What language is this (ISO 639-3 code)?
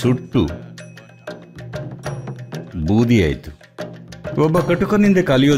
kan